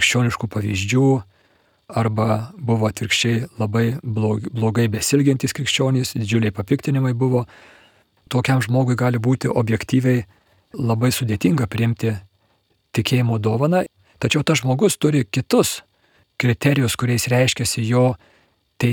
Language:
Lithuanian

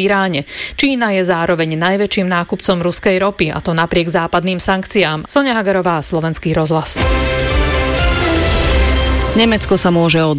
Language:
Slovak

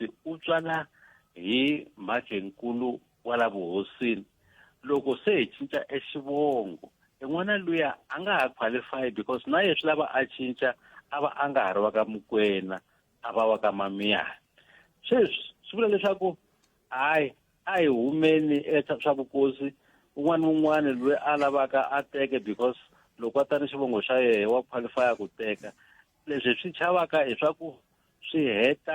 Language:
Tsonga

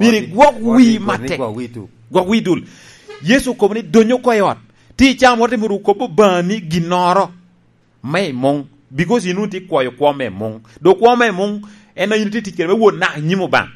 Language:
Lango (Uganda)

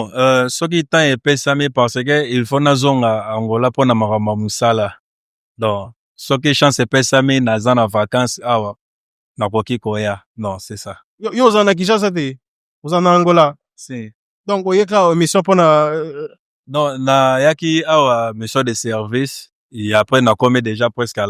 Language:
Lingala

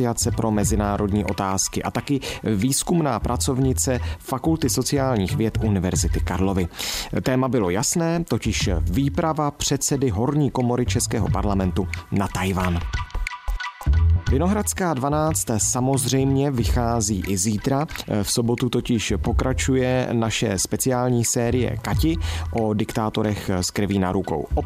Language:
Czech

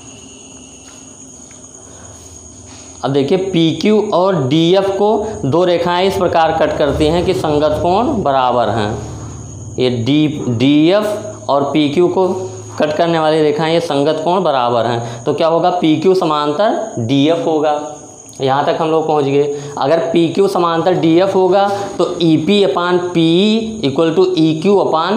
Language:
Hindi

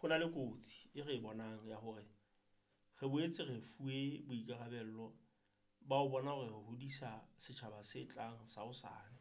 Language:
Southern Sotho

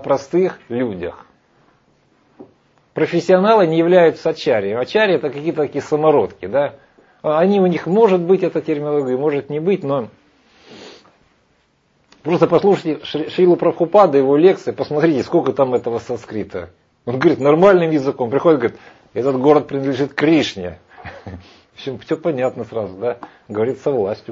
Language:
Russian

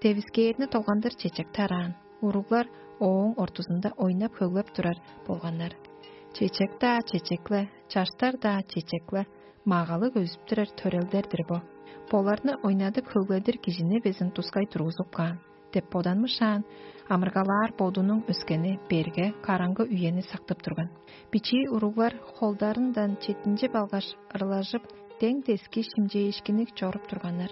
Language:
Tuvinian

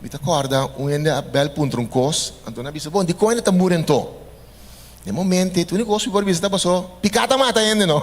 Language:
Papiamento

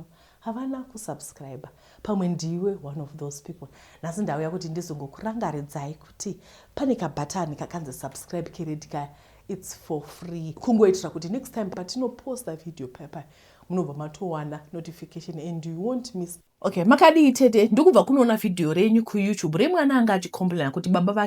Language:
Shona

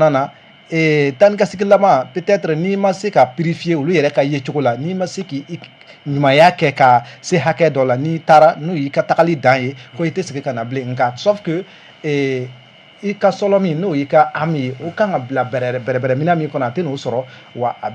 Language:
Bambara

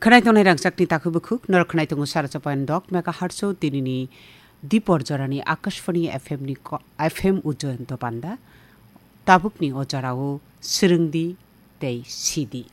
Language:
Kok Borok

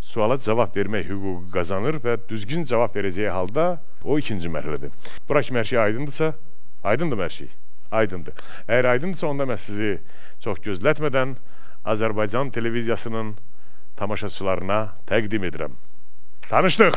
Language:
Azerbaijani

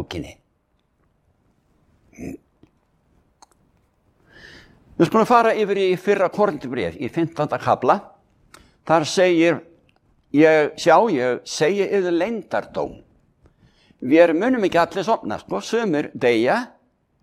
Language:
Icelandic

